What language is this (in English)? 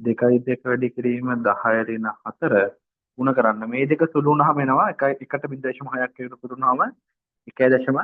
Sinhala